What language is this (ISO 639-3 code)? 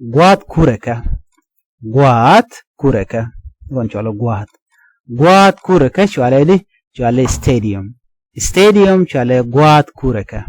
nus